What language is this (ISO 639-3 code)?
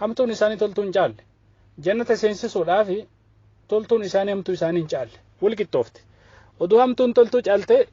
orm